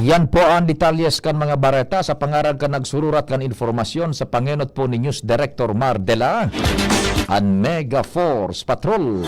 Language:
Bikol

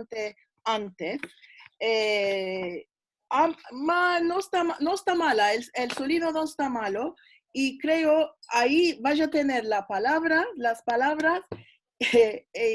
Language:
Ladino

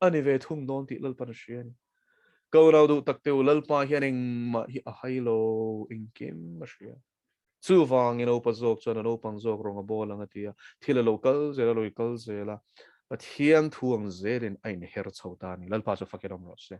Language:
Mizo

